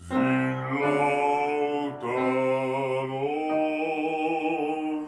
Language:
Romansh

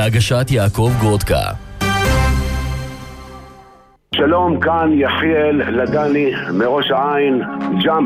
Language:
Hebrew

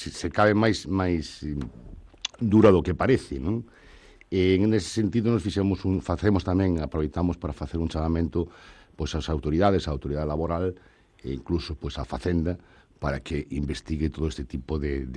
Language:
Galician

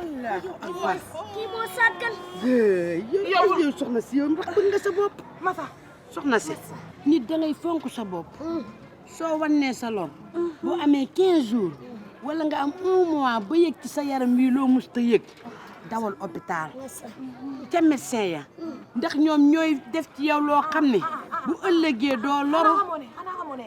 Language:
Wolof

